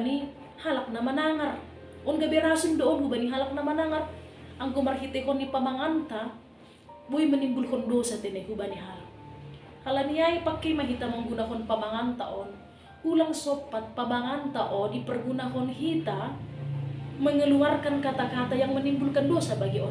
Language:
Batak Simalungun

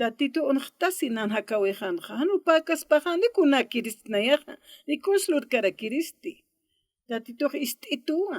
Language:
Aymara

